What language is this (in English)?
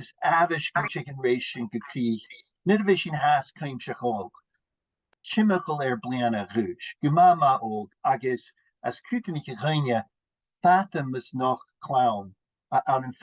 Scottish Gaelic